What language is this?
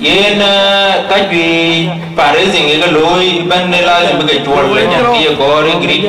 Dinka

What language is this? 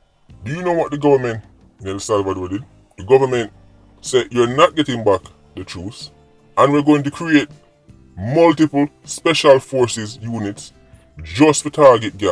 Jamaican Creole English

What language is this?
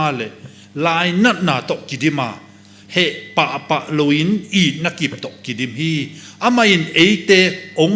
Tedim Chin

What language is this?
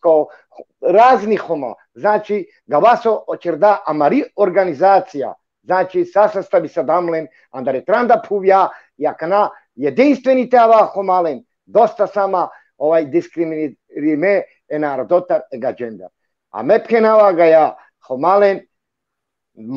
Balkan Romani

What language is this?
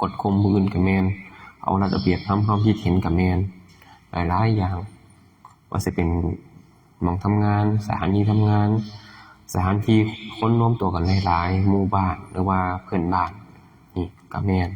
Lao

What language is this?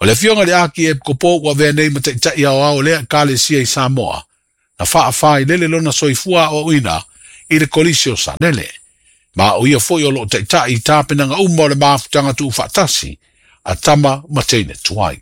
Samoan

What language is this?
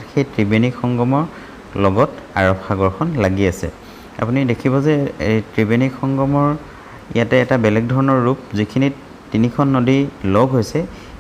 Assamese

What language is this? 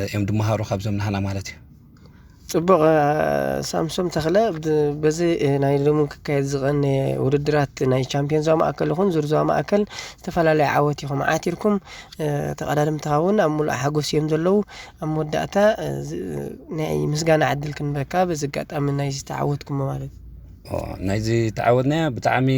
Tigrinya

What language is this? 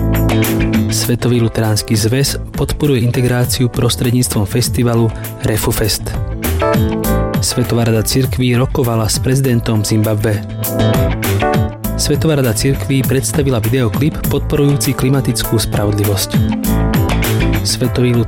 Slovak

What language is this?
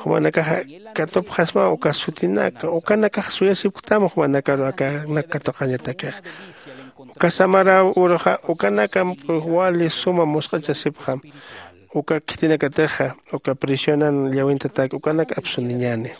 Aymara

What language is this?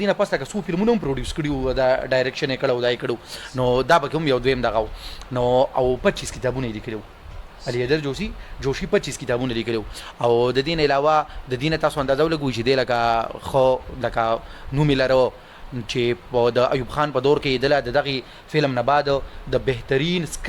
Pashto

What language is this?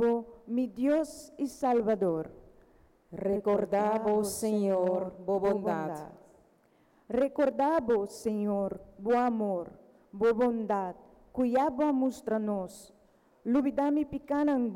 Papiamento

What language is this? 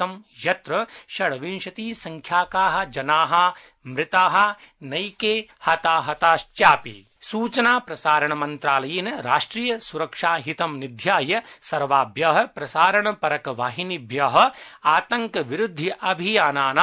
Sanskrit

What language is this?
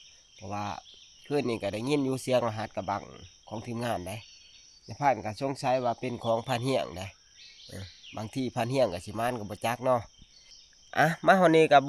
Northeastern Thai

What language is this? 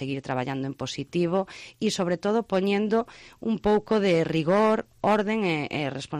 Galician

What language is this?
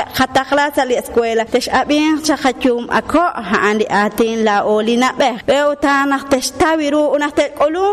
Kekchí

